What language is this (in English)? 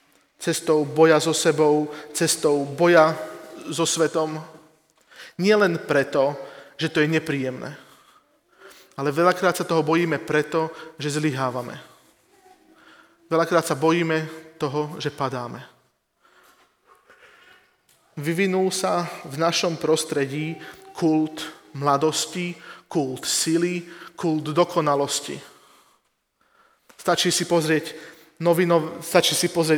Slovak